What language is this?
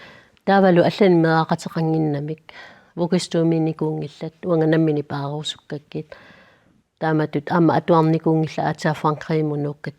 Kalaallisut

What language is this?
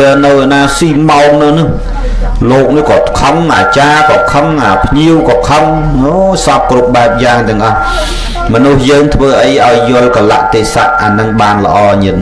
Khmer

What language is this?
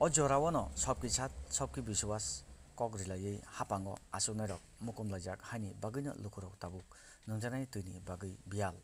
Kok Borok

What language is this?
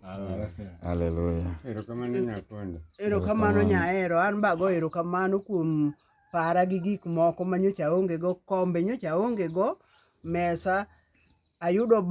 Luo (Kenya and Tanzania)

